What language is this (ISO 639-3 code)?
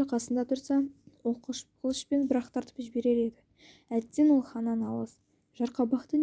kaz